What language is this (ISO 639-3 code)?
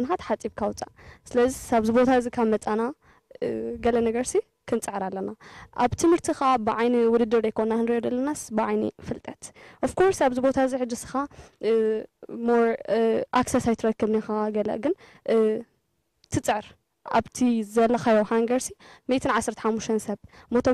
tir